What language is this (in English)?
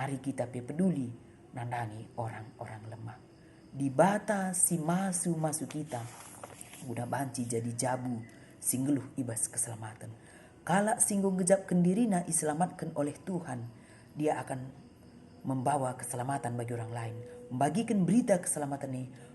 Batak Karo